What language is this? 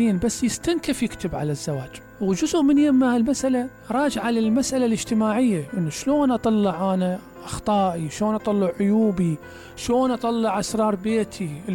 Mesopotamian Arabic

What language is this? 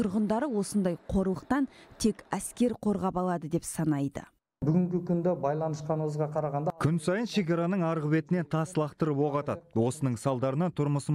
Kazakh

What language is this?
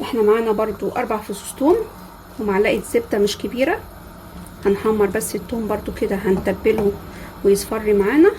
Egyptian Arabic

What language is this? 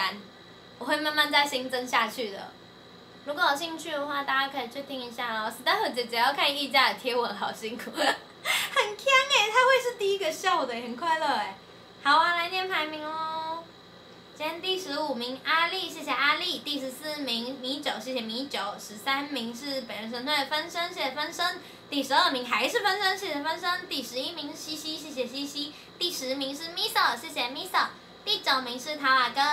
Chinese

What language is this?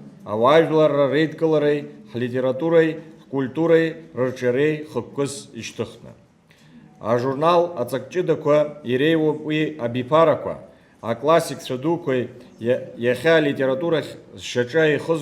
Abkhazian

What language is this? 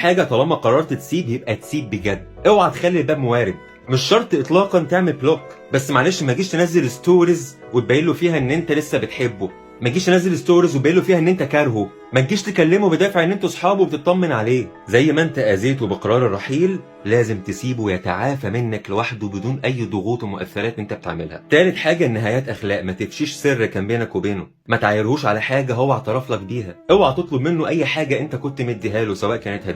Egyptian Arabic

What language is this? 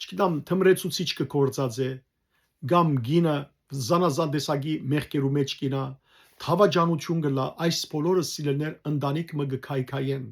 Western Armenian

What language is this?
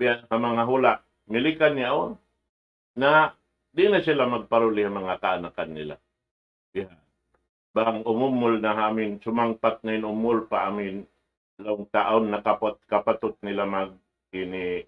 Tausug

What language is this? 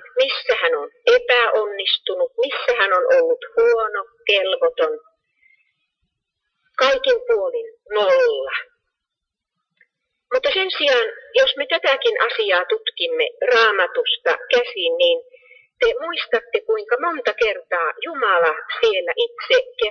Finnish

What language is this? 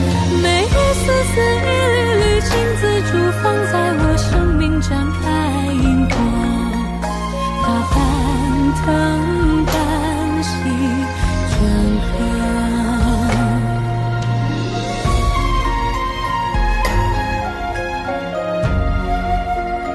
Chinese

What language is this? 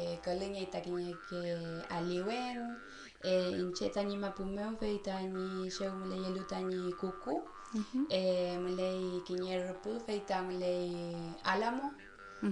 Mapuche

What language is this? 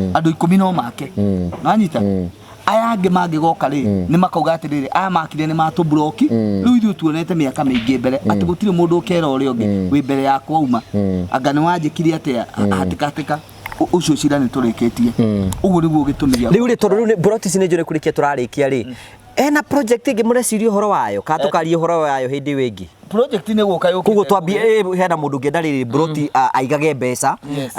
Kikuyu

